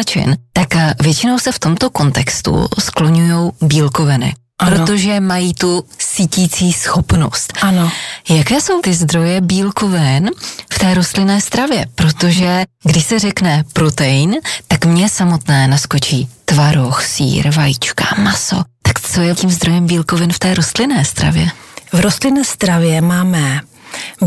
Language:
Czech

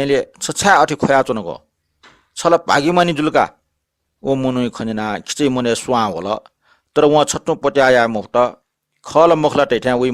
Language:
Newari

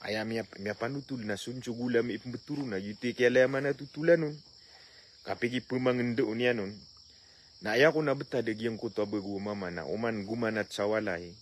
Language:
Maranao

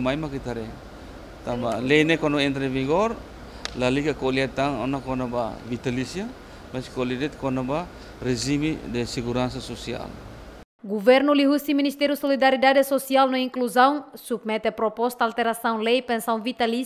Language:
Tetum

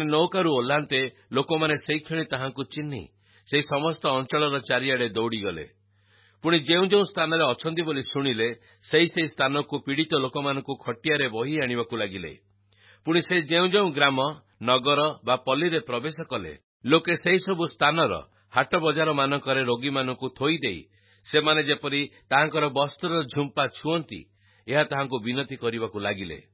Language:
Odia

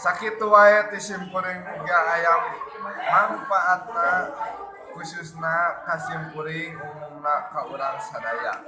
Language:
Sundanese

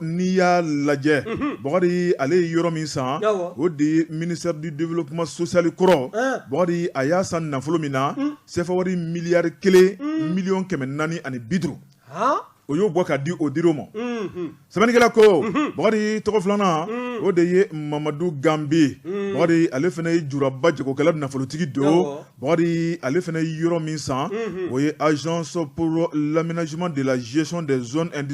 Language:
Bambara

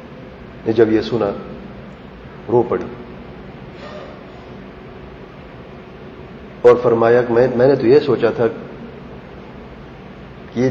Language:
Urdu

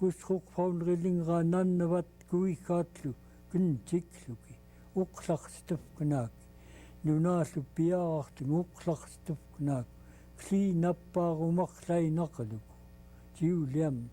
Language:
Central Yupik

